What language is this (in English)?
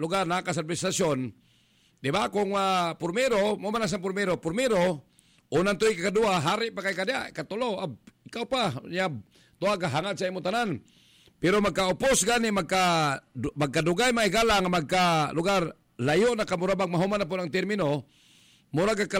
Cebuano